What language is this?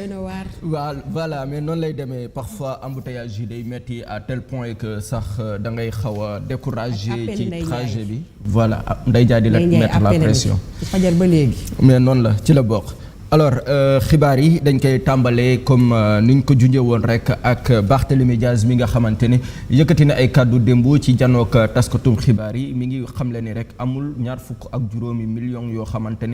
Wolof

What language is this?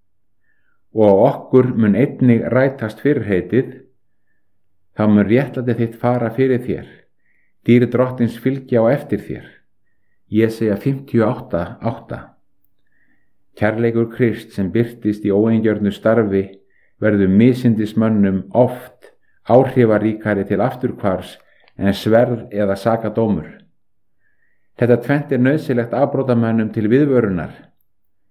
Icelandic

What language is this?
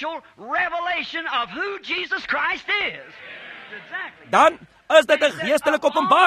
Afrikaans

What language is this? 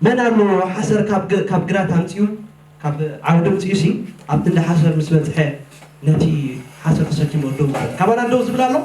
Tigrinya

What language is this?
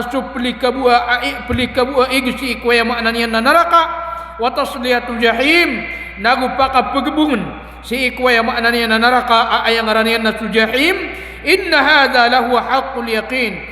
Maranao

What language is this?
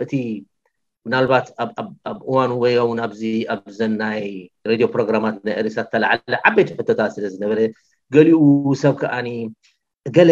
Tigrinya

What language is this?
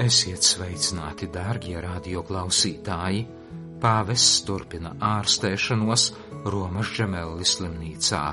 Latvian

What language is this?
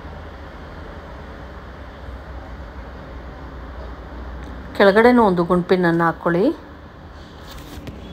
Kannada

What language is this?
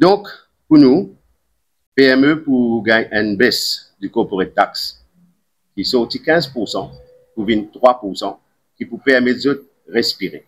Morisyen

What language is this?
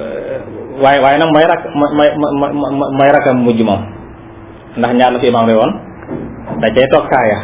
Wolof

